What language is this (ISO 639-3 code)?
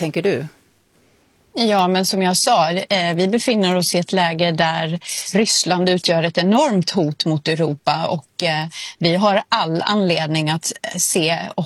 swe